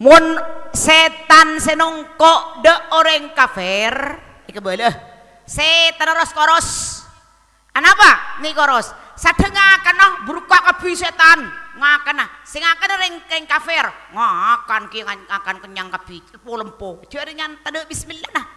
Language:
Madurese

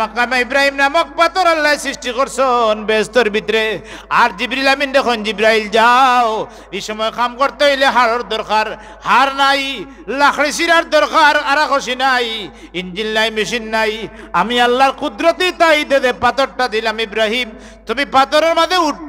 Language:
Sylheti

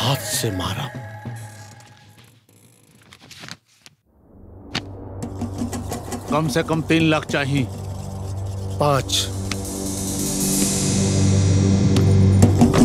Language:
Bhojpuri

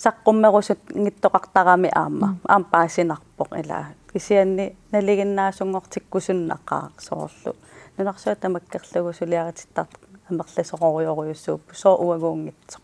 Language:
Kalaallisut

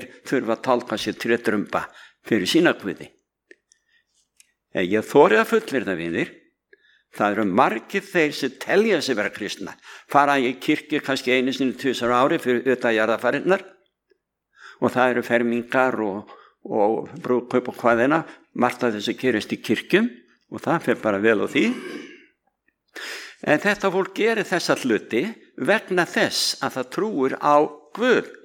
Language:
Icelandic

